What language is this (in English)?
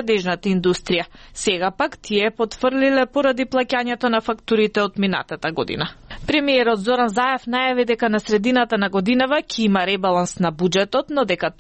Macedonian